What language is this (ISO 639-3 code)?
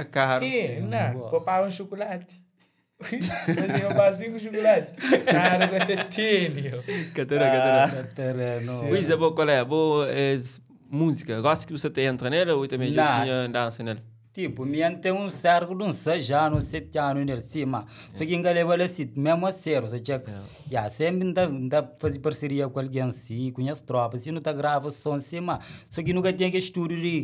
kea